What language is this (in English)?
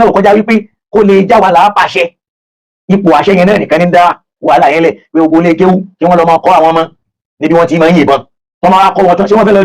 Yoruba